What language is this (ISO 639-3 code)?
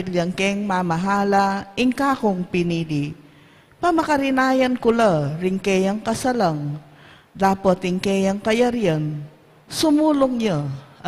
pam